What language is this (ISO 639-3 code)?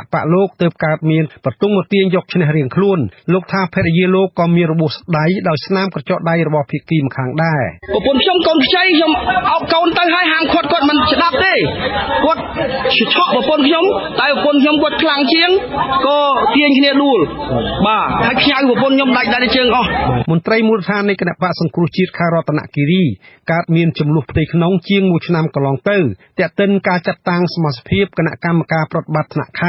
khm